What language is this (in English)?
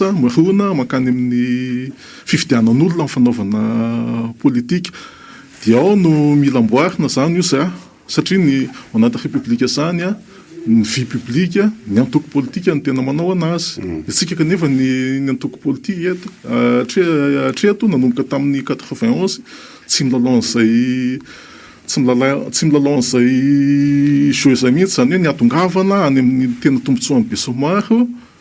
Malagasy